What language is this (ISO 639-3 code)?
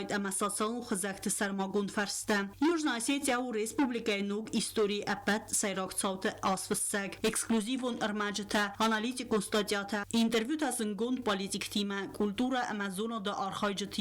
oss